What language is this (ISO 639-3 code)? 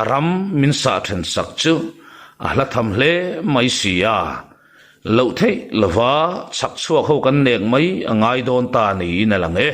lus